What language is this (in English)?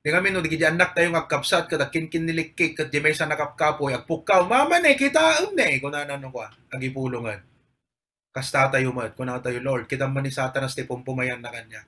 Iloko